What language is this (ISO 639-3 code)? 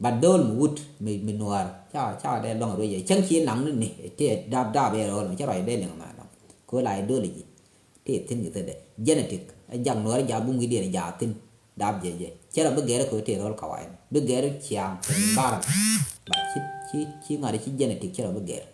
nus